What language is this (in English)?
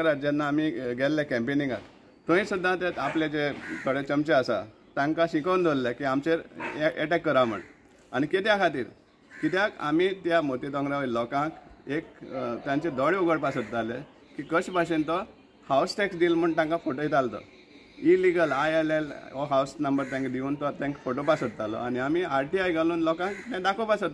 Konkani